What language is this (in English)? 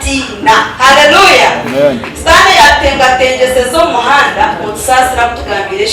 Nyankole